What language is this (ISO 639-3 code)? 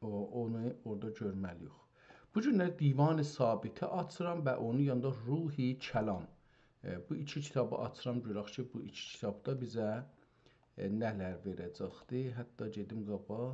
azb